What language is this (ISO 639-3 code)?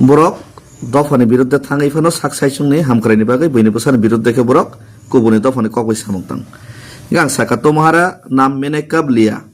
trp